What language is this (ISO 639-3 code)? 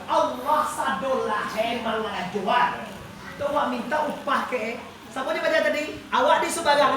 min